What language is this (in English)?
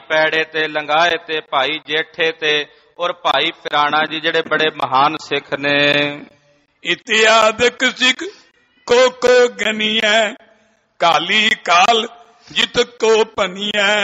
Punjabi